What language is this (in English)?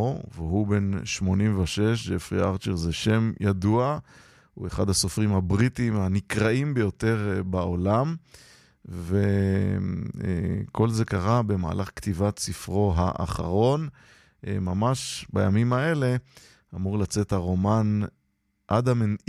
Hebrew